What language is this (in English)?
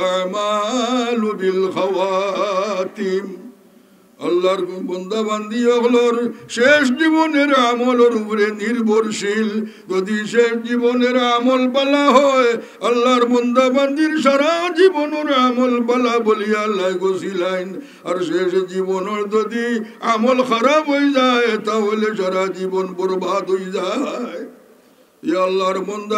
Sylheti